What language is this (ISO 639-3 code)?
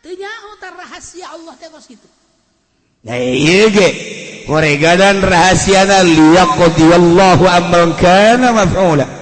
sun